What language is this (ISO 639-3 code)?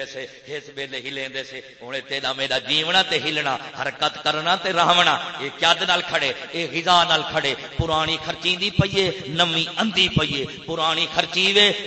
skr